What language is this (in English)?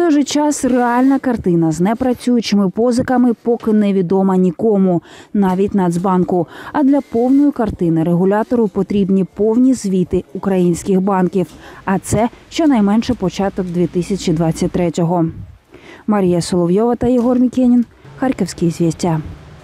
Ukrainian